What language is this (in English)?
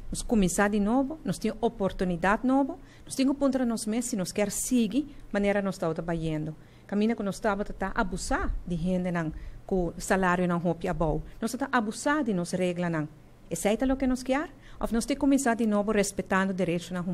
Papiamento